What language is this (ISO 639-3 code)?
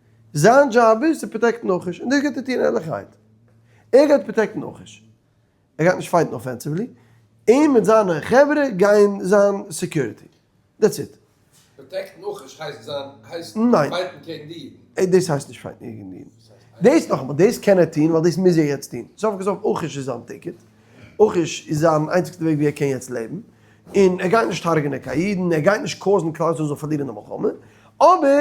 yid